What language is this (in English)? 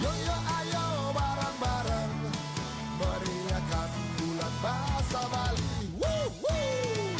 Balinese